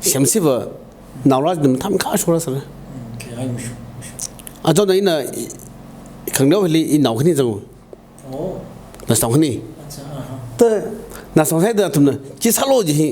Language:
Tangkhul Naga (India)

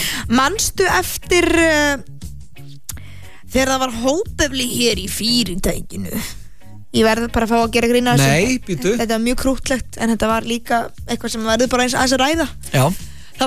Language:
Icelandic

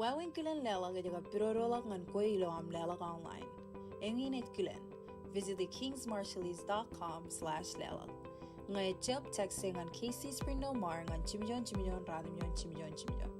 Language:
Marshallese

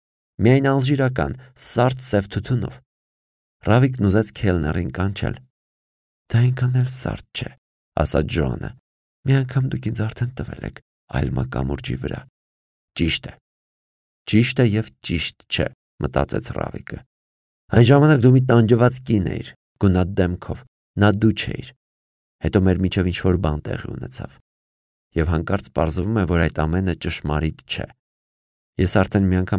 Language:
Armenian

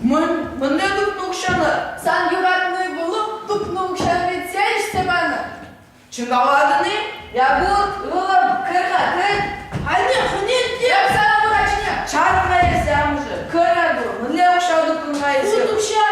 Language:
Chuvash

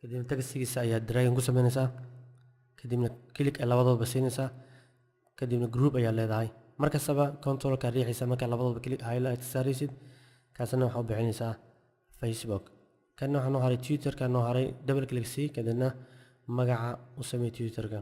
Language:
Somali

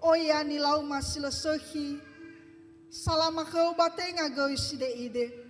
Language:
Nias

